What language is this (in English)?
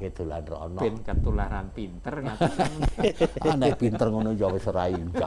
Javanese